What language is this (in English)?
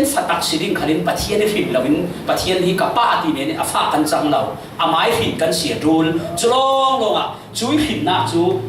Falam Chin